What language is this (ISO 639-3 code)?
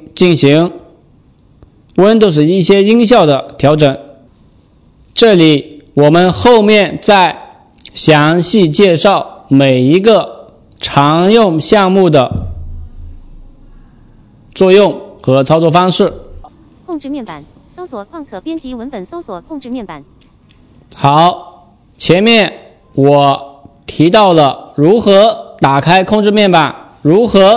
zho